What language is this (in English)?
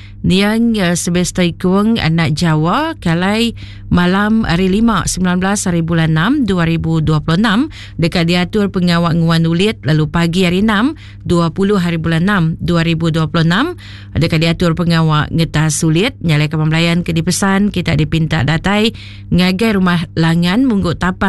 Iban